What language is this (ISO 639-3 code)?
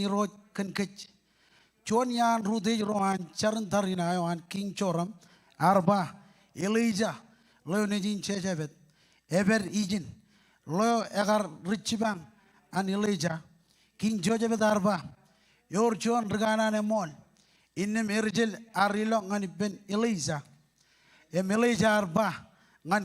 mah